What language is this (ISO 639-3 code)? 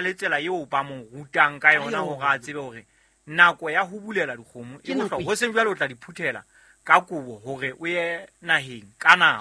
sot